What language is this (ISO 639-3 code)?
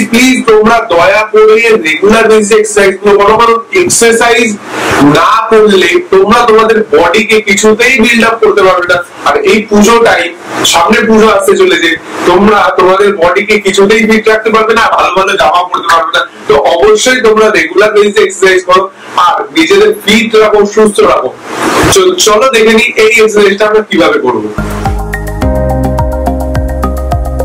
ben